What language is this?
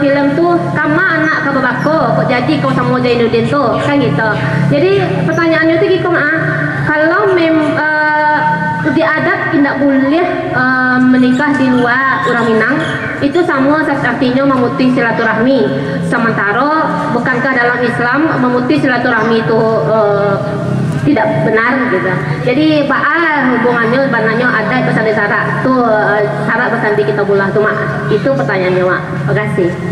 Minangkabau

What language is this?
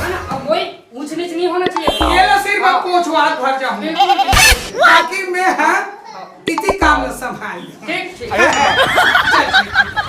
Chhattisgarhi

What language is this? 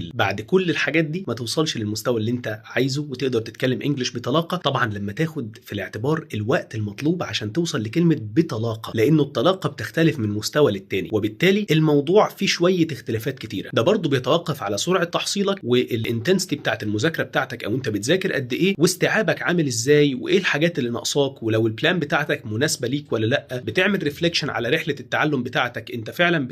Egyptian Arabic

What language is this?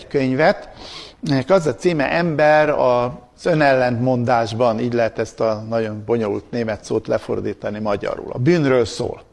Hungarian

